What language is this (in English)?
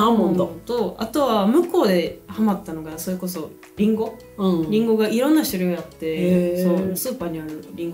Japanese